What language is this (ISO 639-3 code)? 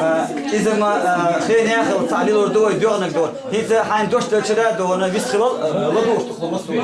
che